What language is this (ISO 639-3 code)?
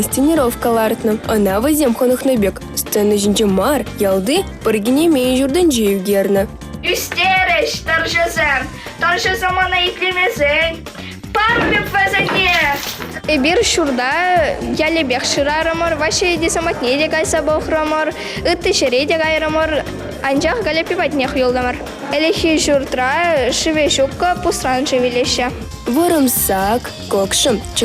chv